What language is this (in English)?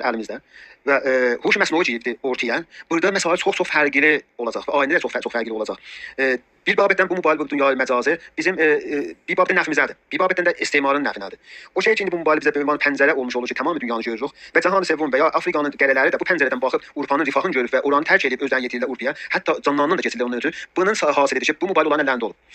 South Azerbaijani